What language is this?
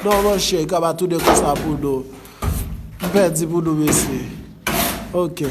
Haitian Creole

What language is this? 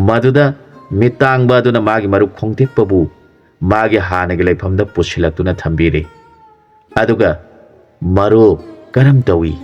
Manipuri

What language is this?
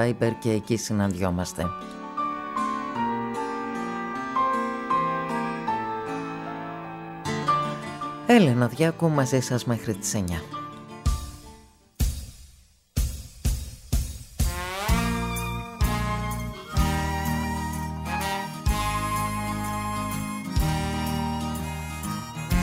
Greek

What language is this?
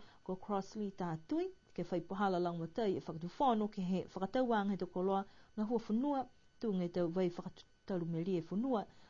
Niuean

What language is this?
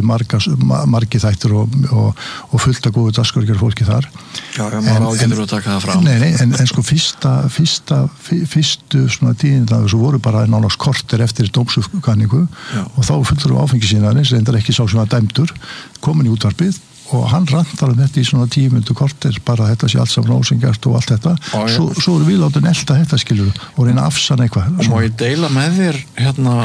Icelandic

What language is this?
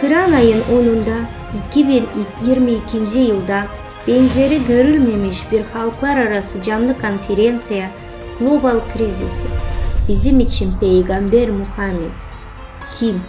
Gagauz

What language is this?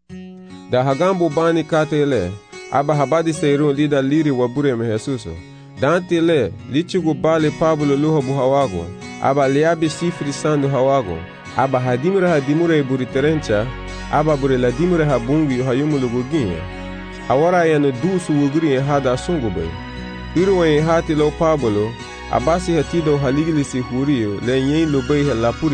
Garifuna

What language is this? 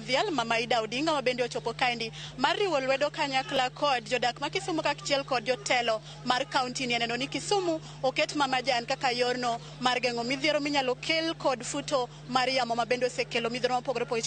Luo (Kenya and Tanzania)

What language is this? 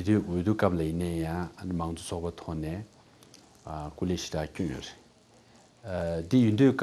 Tibetan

